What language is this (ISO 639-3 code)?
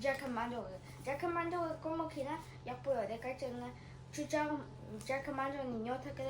bod